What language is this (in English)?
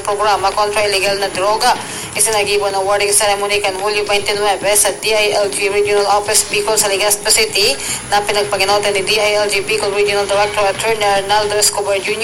Bikol